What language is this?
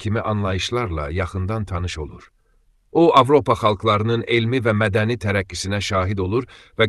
Azerbaijani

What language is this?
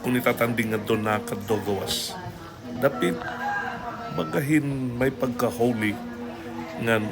Waray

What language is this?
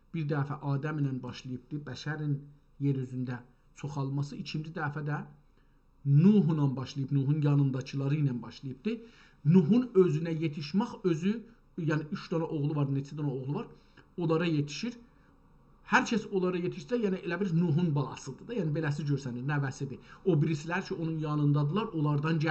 South Azerbaijani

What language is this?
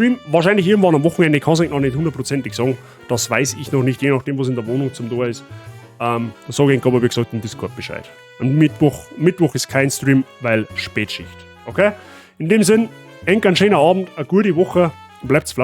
Bavarian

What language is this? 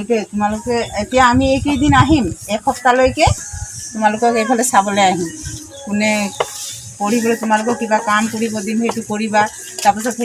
Assamese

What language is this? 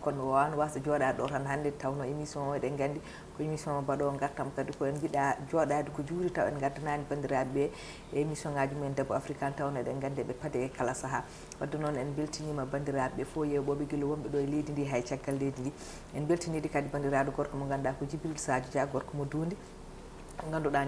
Fula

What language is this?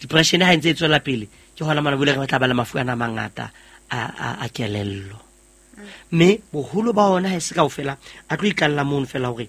Southern Sotho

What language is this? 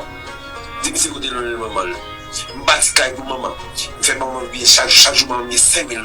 Haitian Creole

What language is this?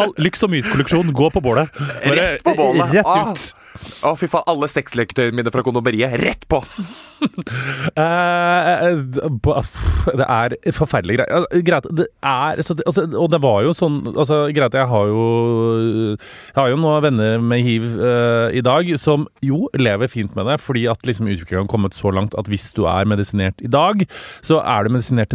Norwegian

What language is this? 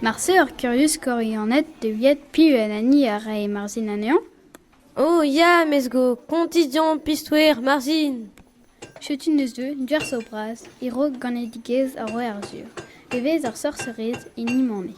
Breton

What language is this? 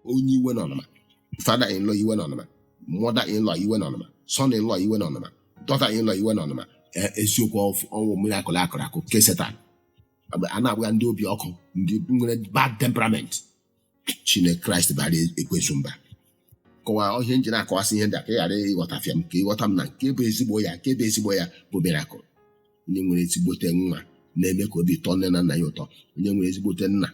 Igbo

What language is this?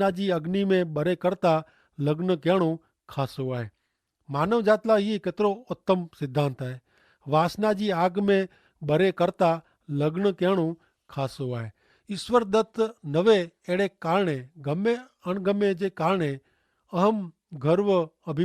Kachhi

